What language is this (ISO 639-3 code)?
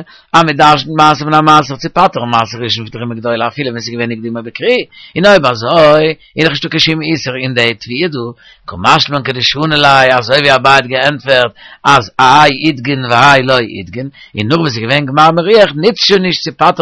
yid